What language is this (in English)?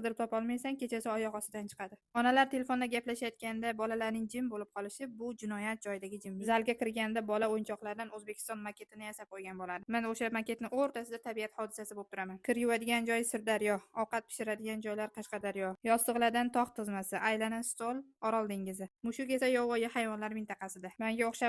Uzbek